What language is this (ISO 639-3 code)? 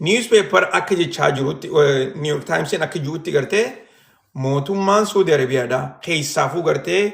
orm